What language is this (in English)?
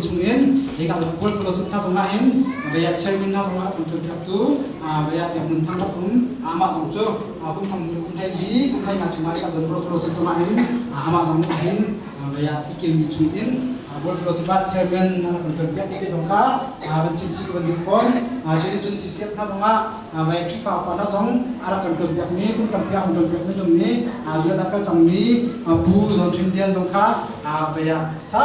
Hakha Chin